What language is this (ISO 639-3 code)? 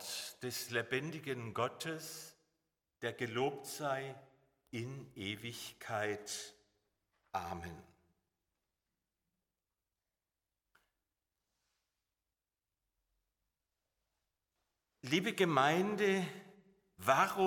deu